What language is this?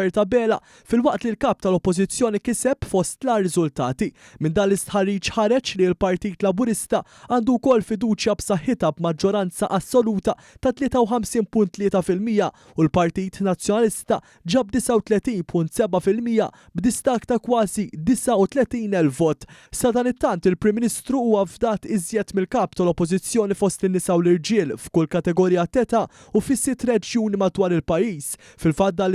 Maltese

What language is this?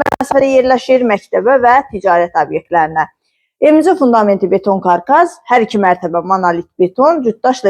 Azerbaijani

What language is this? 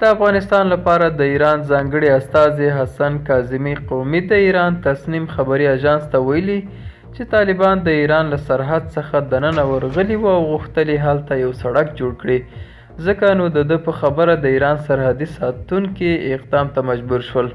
Pashto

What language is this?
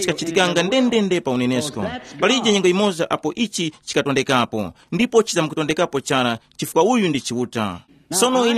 Tumbuka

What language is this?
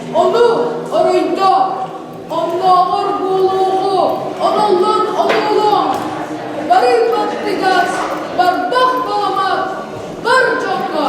Yakut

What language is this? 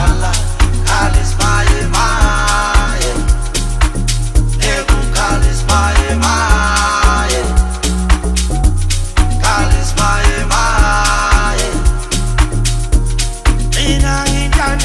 Zulu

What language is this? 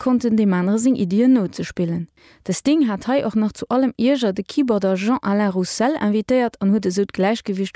Luxembourgish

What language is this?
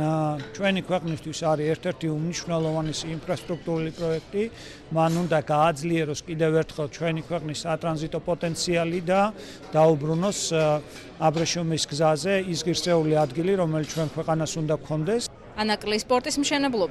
Georgian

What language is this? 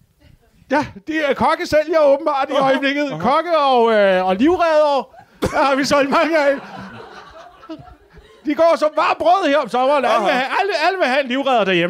Danish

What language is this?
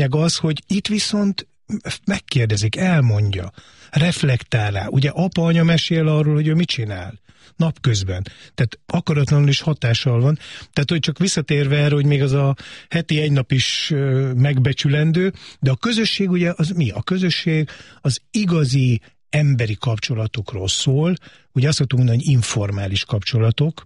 Hungarian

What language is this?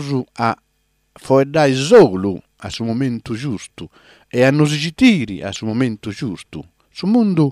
Sardinian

